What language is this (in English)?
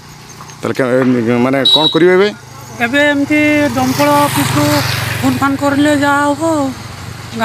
Odia